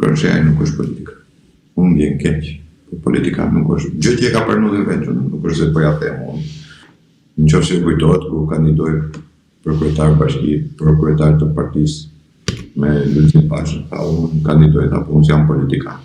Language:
Albanian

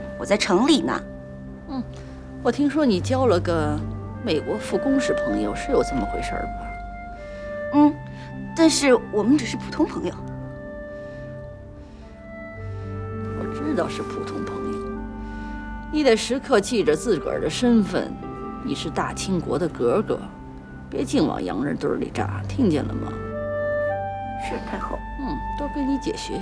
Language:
Chinese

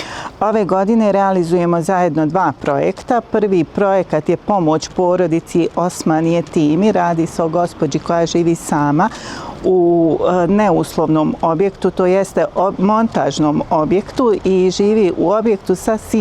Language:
Bosnian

